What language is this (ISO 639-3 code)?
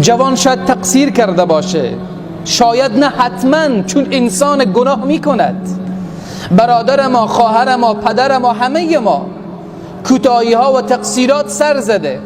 fas